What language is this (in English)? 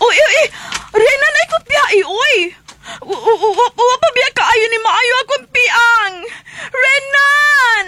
Cebuano